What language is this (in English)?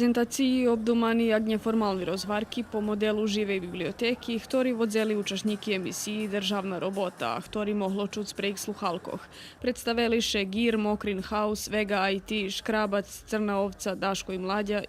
Rusyn